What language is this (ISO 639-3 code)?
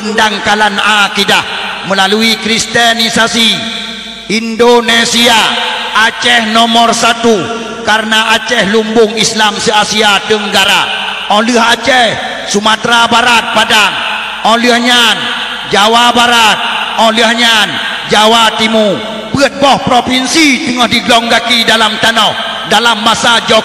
ace